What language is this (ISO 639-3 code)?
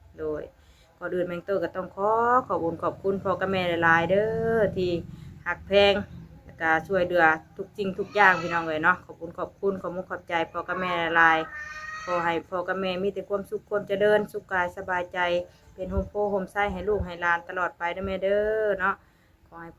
tts